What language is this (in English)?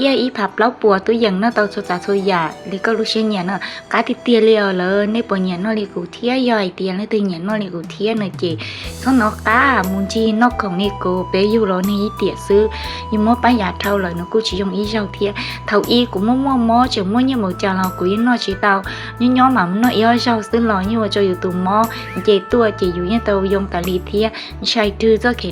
Hmong